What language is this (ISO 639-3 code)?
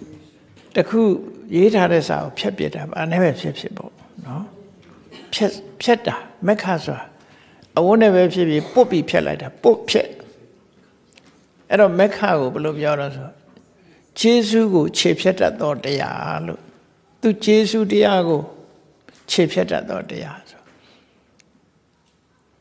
mya